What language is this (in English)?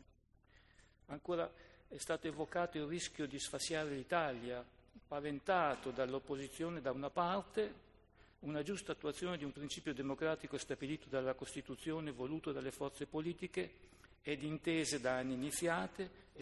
Italian